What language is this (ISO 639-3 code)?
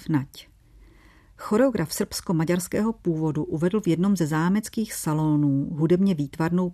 ces